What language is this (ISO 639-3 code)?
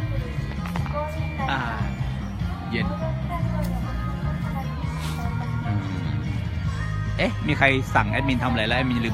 tha